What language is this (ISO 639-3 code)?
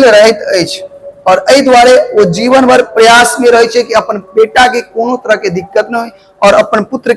mai